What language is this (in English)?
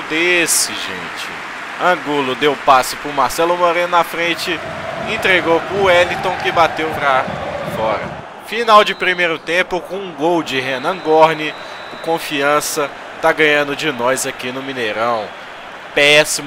Portuguese